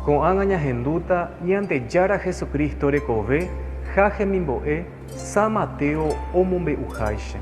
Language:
Guarani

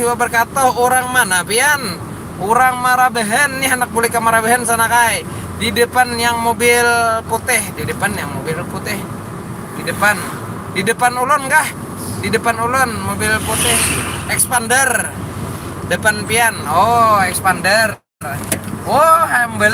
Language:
Banjar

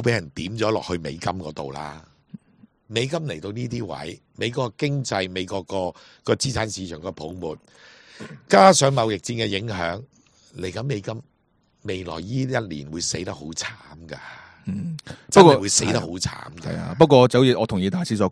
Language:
Cantonese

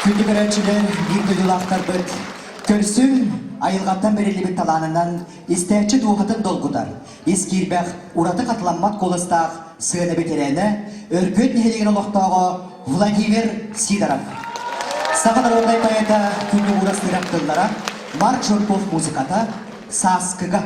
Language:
Yakut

